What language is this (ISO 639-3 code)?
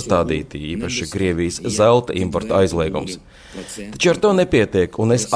lav